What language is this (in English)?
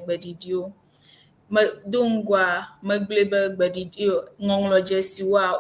Ewe